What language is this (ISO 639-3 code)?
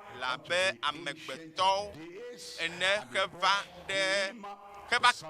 ewe